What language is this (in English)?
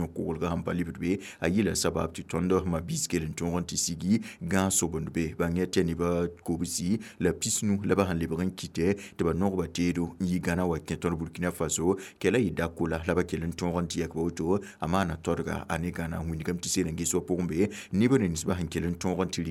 Mossi